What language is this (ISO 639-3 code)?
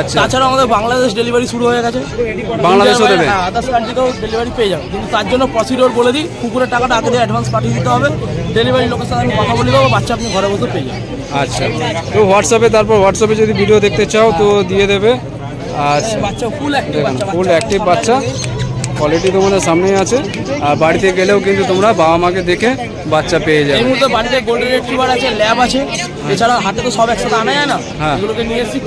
ben